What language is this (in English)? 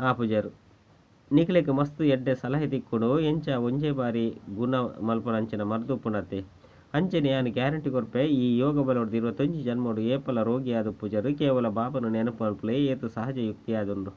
Tulu